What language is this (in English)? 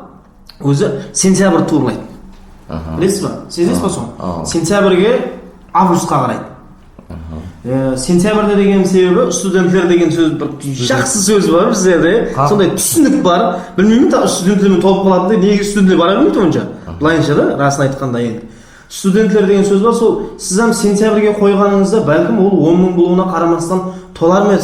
Kara-Kalpak